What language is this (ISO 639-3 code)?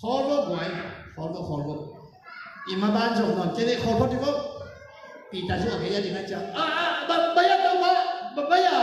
ctd